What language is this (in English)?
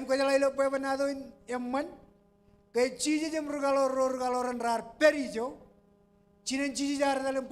Marshallese